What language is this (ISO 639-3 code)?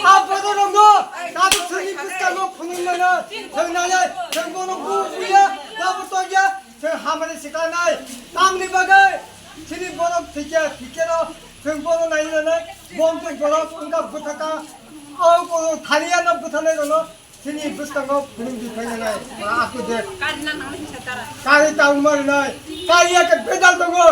trp